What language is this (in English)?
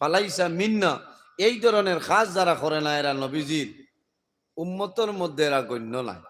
Sylheti